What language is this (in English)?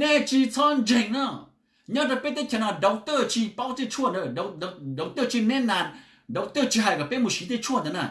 Hmong